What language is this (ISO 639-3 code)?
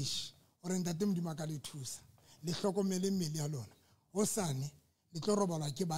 sot